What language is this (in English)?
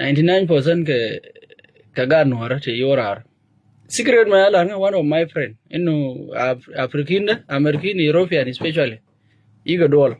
Nuer